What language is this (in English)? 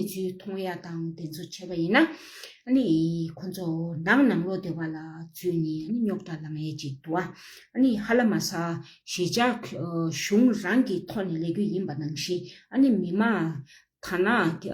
Tibetan